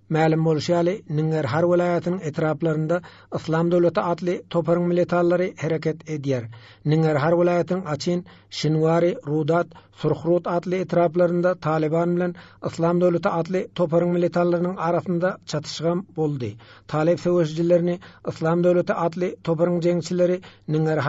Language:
Turkmen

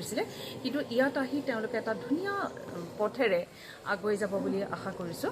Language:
Assamese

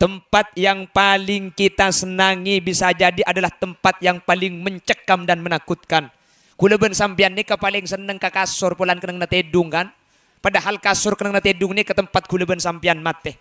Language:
Madurese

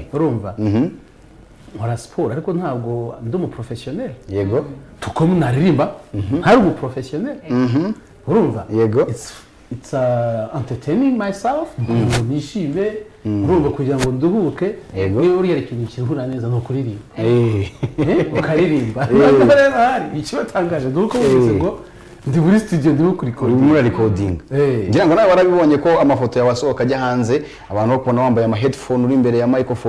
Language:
Kinyarwanda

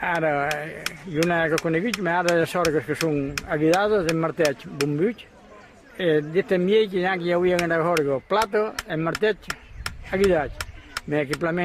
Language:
Occitan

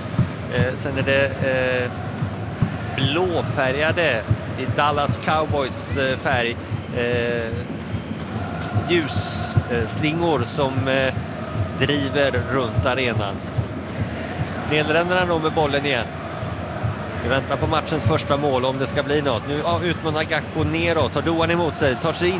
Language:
Swedish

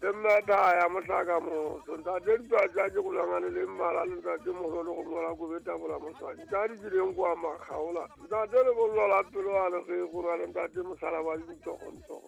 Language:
Southern Sotho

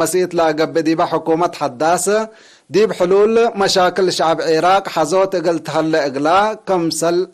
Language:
Tigre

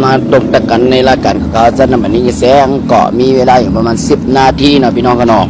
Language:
Shan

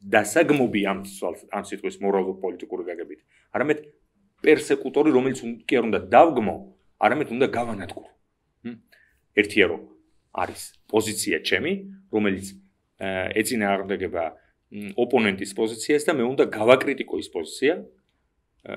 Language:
Georgian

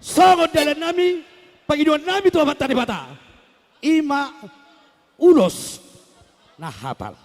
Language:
Batak Toba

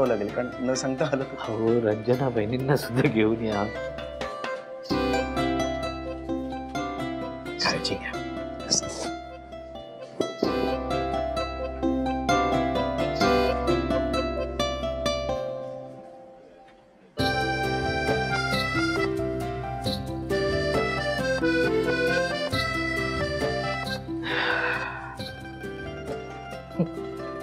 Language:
Marathi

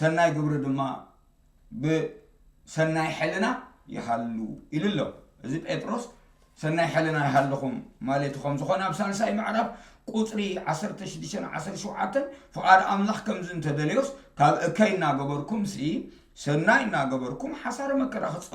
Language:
Tigrinya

